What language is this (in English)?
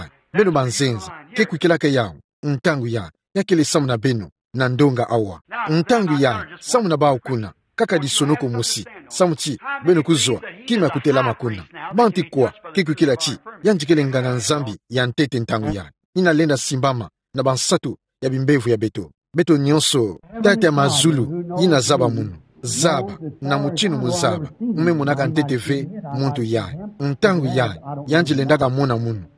Kituba (Democratic Republic of Congo)